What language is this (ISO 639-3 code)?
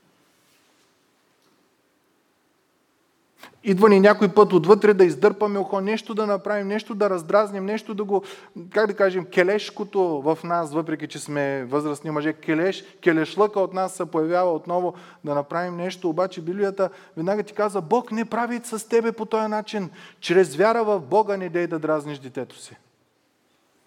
bul